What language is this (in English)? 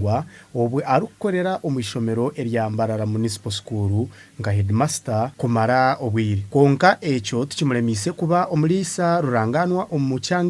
Nyankole